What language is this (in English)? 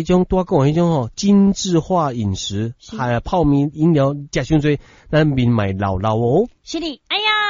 Min Nan Chinese